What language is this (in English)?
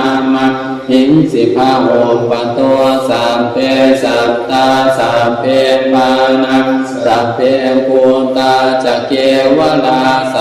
Pali